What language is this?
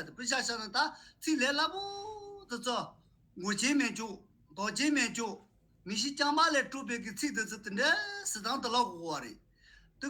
Tibetan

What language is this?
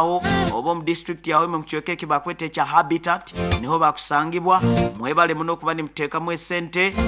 Nyoro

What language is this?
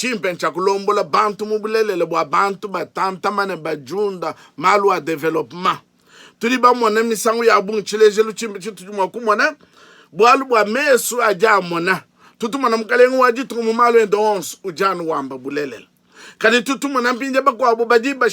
Luba-Lulua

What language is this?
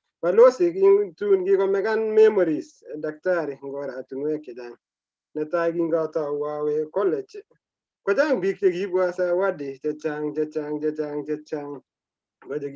Kalenjin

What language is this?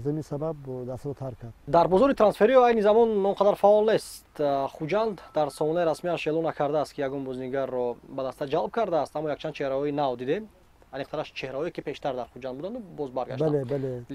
Tajik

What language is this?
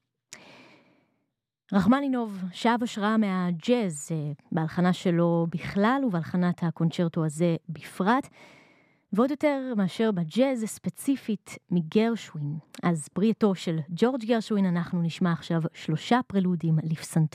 Hebrew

